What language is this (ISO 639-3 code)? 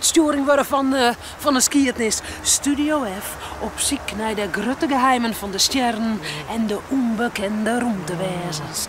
fry